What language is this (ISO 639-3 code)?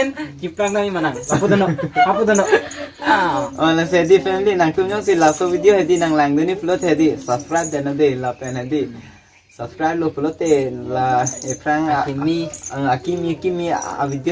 mjw